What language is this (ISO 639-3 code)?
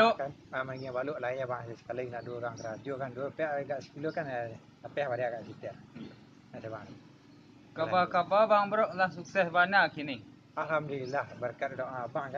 min